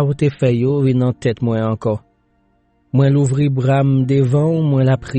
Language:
Haitian Creole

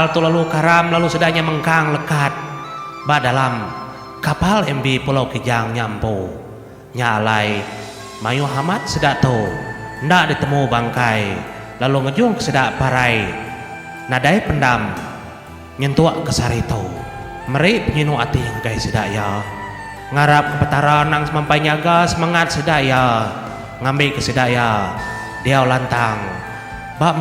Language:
Iban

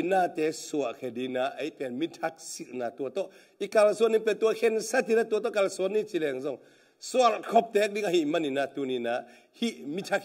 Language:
Tedim Chin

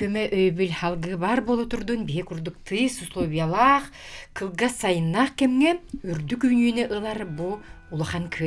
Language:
Yakut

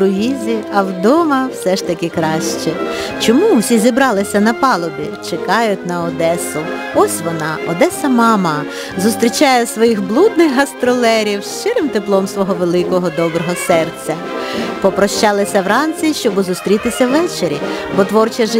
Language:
Ukrainian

